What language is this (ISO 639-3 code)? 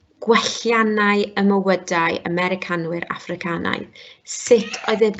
cym